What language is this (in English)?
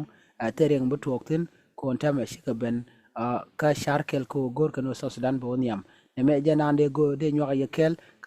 Nuer